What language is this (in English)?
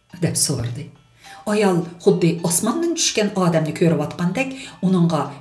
Uyghur